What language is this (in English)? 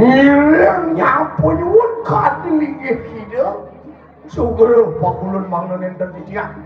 Balinese